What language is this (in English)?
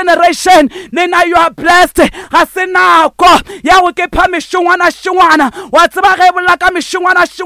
Northern Sotho